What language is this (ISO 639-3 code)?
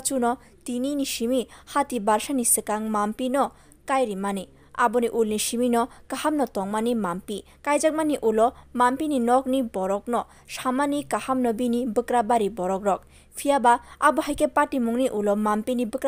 trp